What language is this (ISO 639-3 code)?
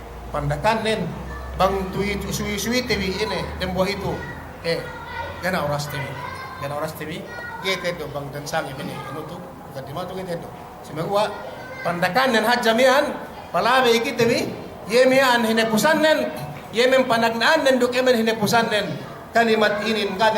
yka